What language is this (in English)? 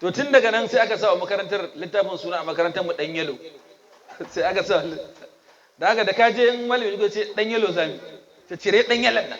Hausa